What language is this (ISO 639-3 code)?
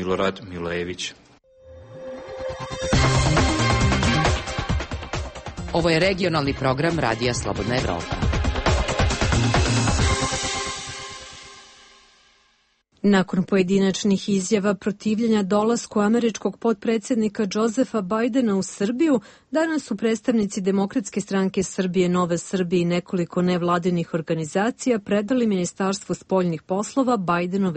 srp